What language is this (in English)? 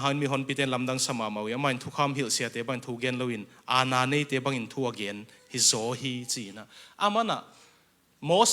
Tedim Chin